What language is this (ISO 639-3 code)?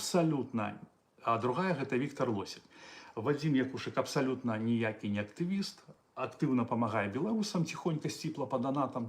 bel